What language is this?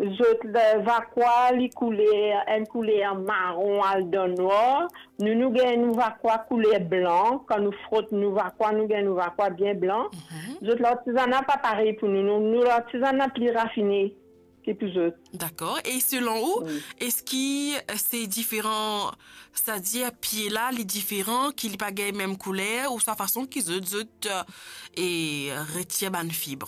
Morisyen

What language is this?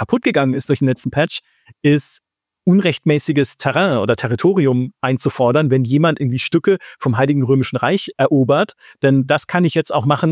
German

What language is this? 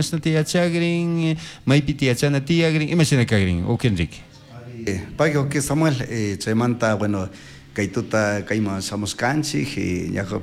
Chimborazo Highland Quichua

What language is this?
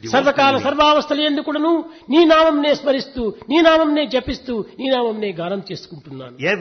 Telugu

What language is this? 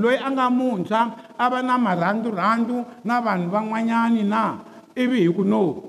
Tsonga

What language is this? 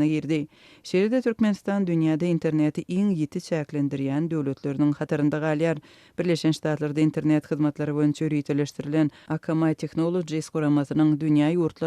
Turkmen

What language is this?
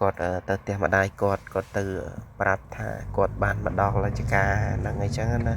Khmer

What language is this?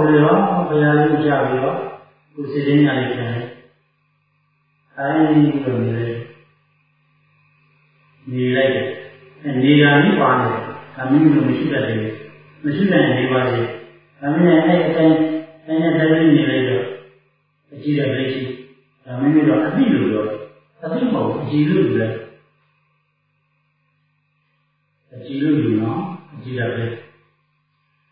Burmese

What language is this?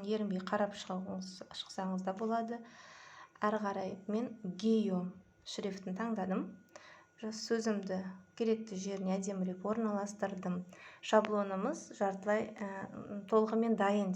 Kazakh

